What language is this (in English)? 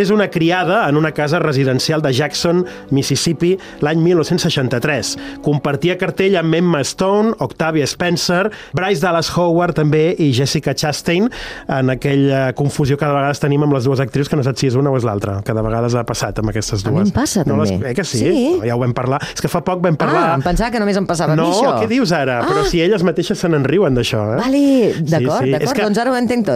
Catalan